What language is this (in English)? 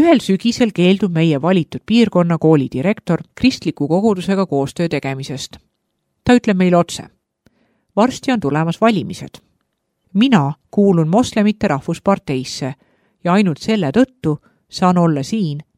Estonian